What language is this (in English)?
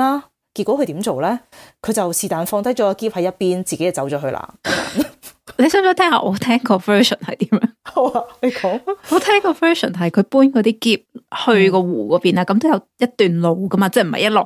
Cantonese